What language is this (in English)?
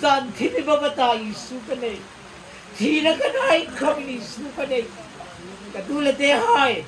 Hmar